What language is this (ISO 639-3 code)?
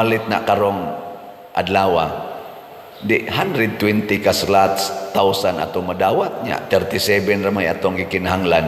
ceb